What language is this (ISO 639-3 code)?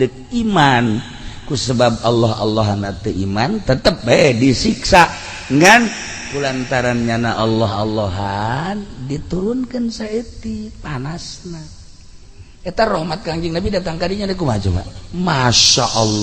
sun